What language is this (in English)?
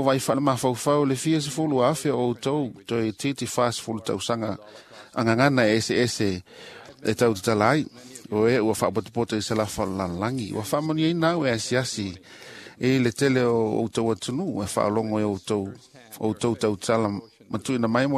Samoan